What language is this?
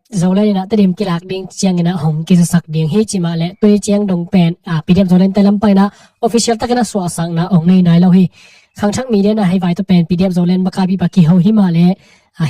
Tedim Chin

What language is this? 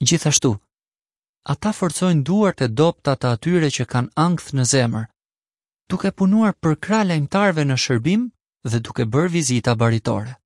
Albanian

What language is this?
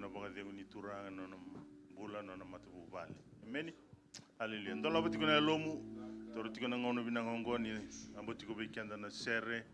Fijian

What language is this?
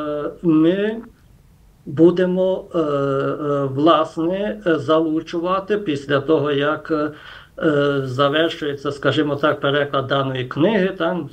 Ukrainian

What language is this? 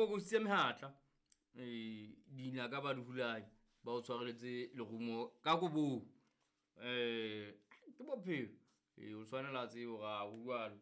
Southern Sotho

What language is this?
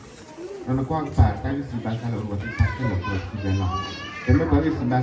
S'gaw Karen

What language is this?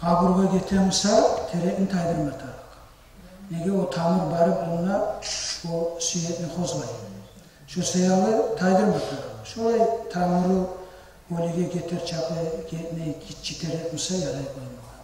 Kumyk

